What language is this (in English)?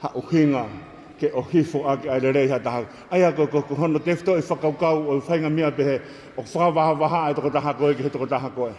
Tongan